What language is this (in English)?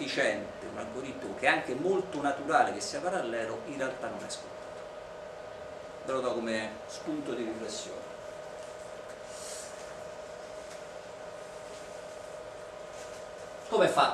Italian